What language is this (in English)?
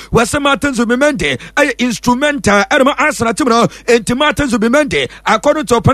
Akan